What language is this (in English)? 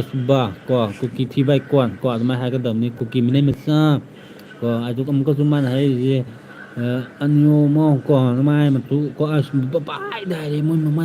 Manipuri